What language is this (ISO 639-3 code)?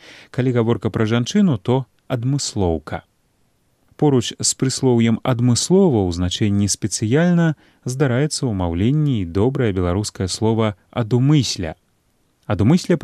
bel